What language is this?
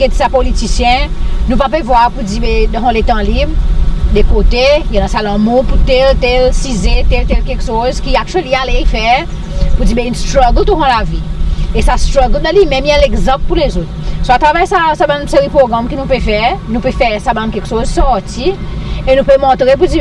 Seselwa Creole French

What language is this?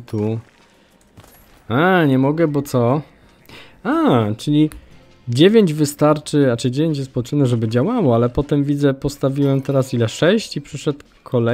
Polish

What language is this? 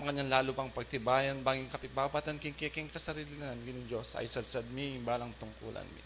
Pampanga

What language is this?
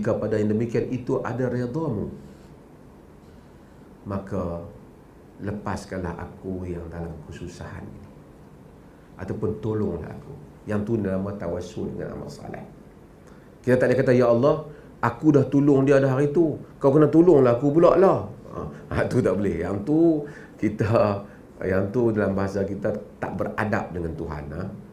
Malay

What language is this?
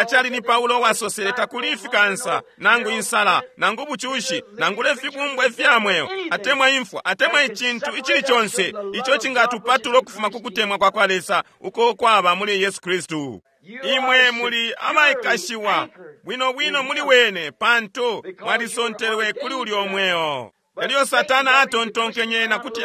Bemba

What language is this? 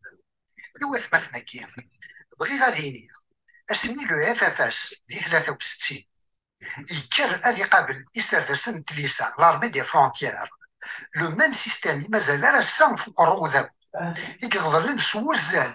Kabyle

